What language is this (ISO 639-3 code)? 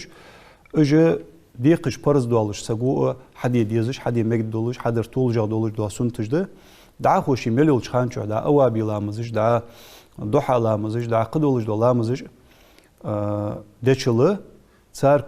inh